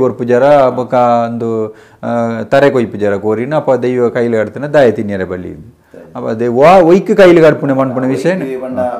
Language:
Tulu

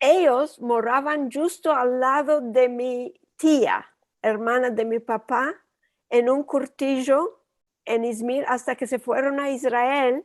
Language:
Ladino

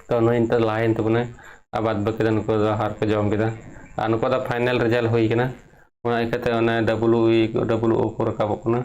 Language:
Santali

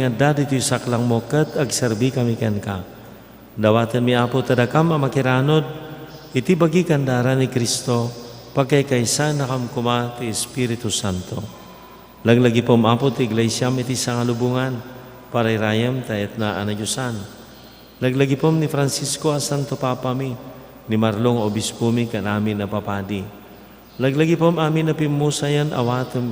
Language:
Iloko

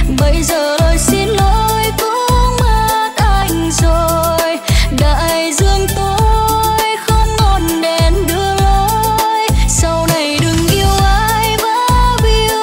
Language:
Vietnamese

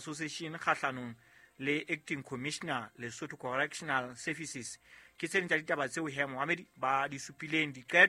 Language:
Southern Sotho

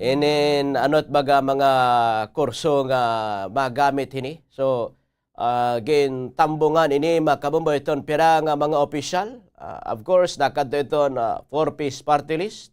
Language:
Waray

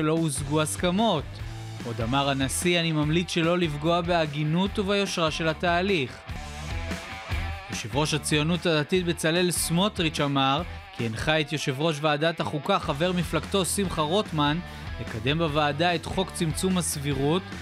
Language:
Hebrew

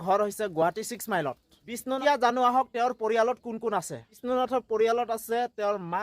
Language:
Assamese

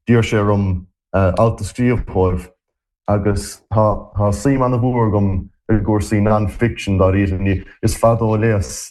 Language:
Irish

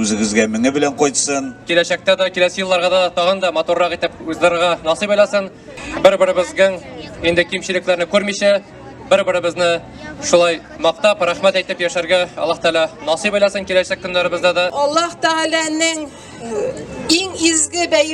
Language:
Tatar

